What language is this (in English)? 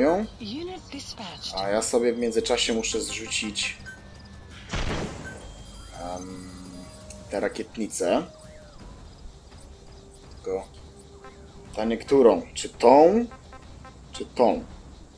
Polish